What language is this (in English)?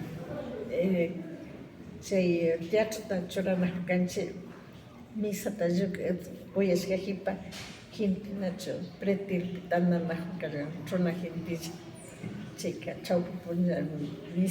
Imbabura Highland Quichua